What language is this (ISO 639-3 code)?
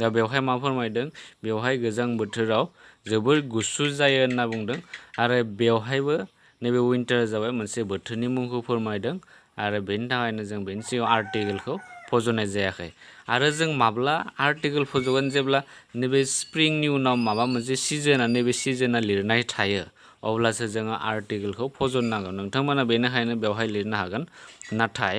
brx